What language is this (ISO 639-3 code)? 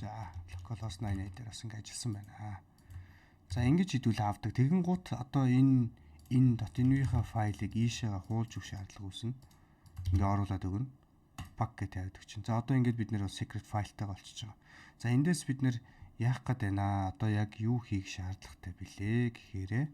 mon